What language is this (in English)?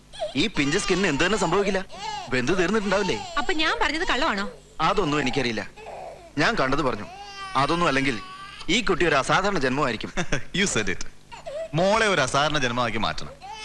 Malayalam